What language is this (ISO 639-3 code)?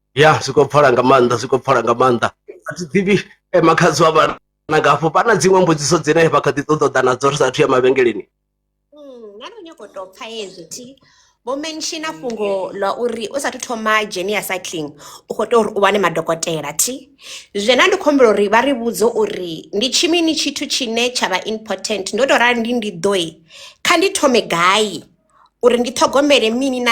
ven